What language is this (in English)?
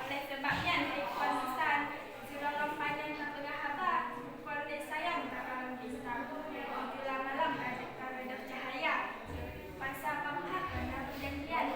Achinese